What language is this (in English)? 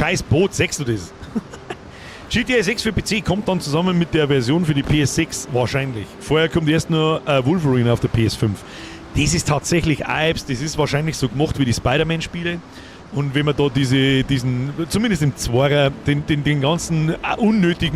Bavarian